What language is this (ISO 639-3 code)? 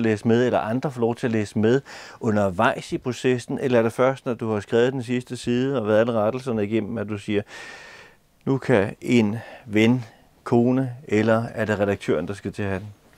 dan